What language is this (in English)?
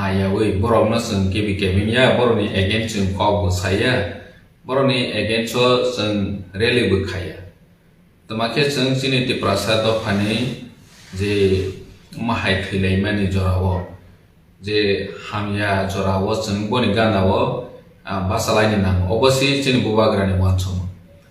Kok Borok